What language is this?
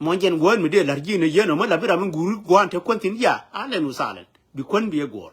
Nuer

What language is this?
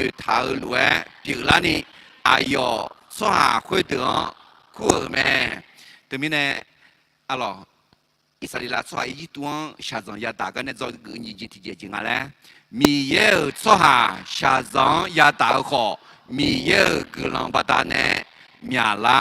Akha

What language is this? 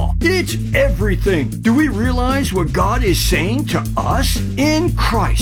English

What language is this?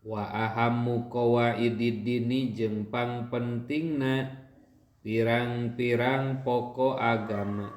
Sundanese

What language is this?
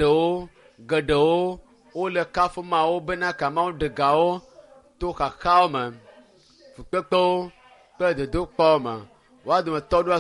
Ewe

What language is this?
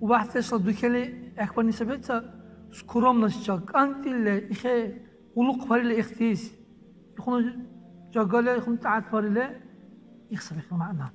Dargwa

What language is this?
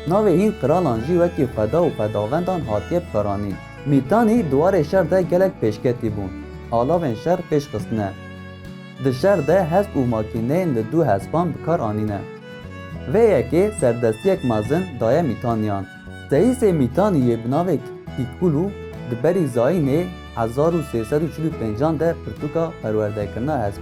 Kurdish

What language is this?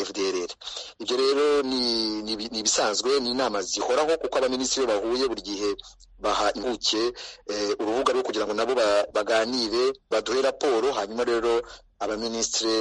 Kinyarwanda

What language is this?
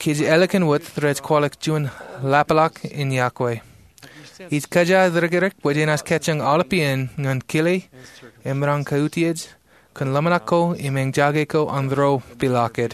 Marshallese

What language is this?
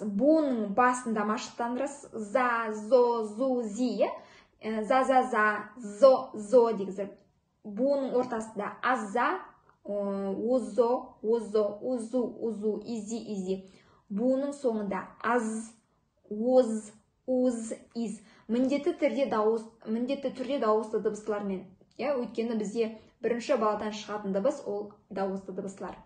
Kazakh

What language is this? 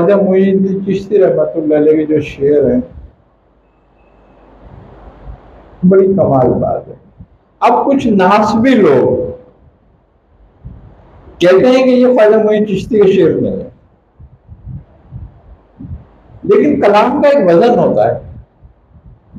Hindi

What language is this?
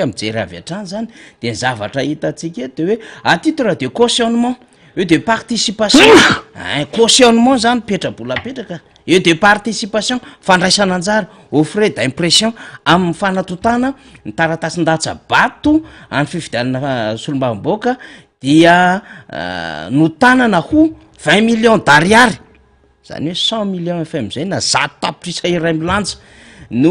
Malagasy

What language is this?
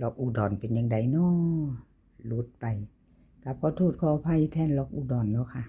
Northeastern Thai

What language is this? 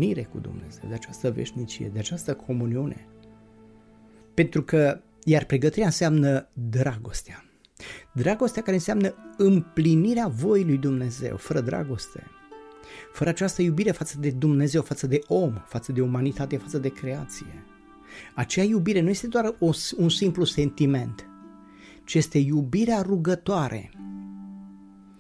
Romanian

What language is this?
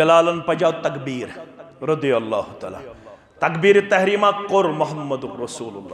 Kashmiri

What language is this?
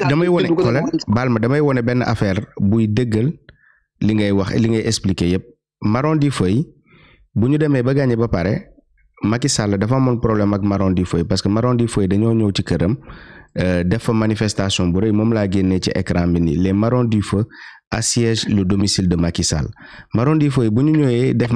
Wolof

